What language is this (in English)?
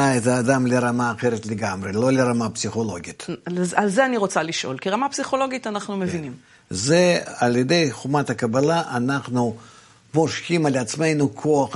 Hebrew